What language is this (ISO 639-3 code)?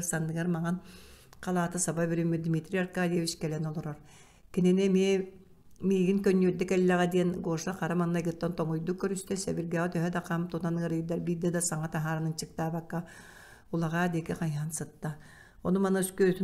sah